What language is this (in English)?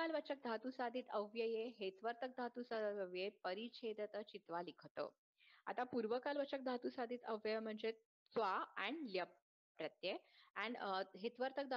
Marathi